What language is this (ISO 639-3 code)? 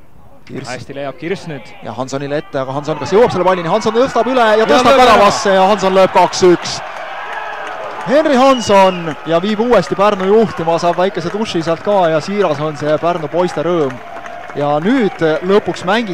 est